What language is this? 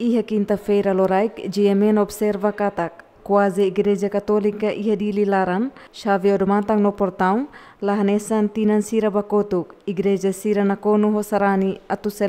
Tetum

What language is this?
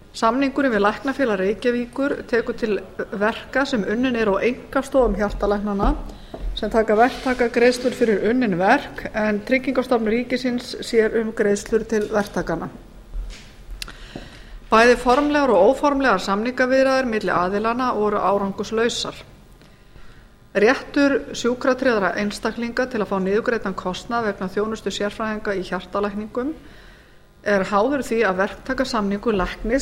Icelandic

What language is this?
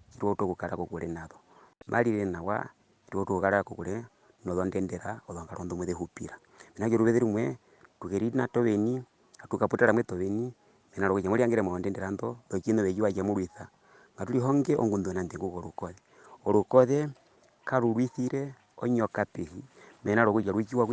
Herero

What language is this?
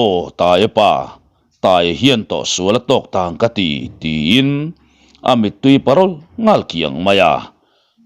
Mizo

